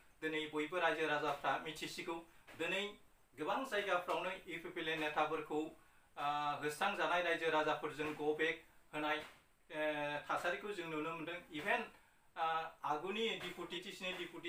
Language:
Bodo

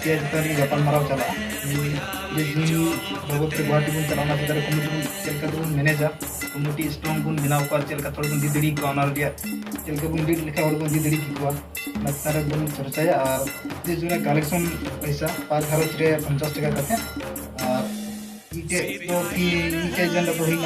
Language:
Santali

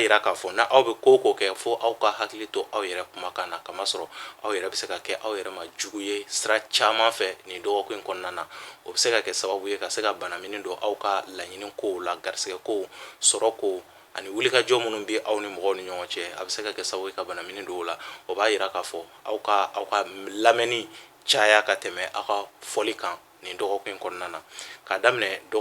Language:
Bambara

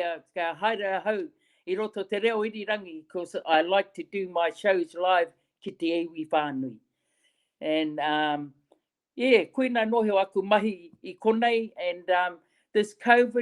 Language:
Māori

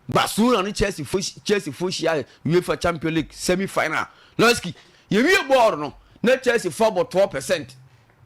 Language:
Akan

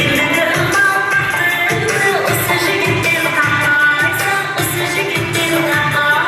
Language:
Kara-Kalpak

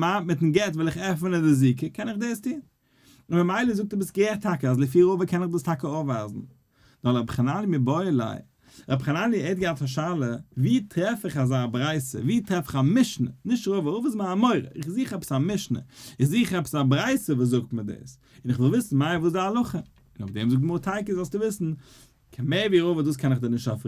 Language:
Yiddish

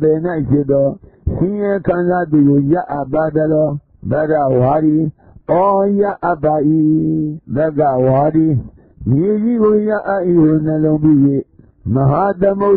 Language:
Burmese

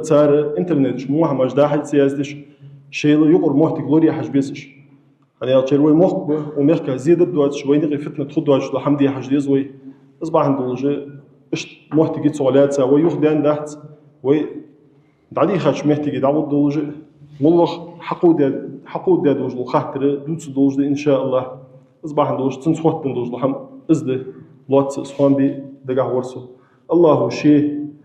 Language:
Ingush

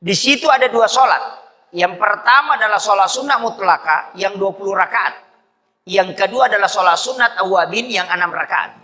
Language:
Buginese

